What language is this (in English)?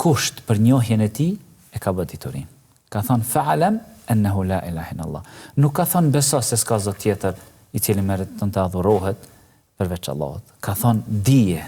Albanian